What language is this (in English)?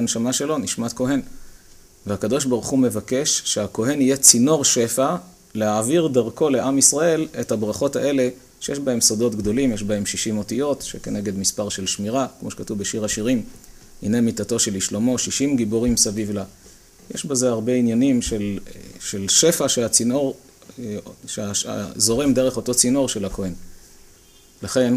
Hebrew